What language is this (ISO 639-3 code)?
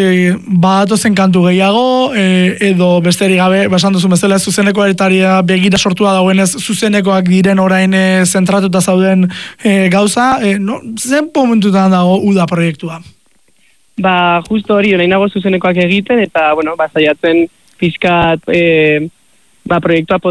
eus